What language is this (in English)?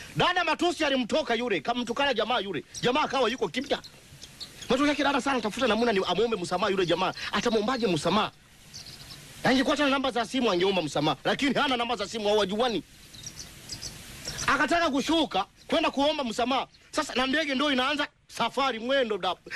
Swahili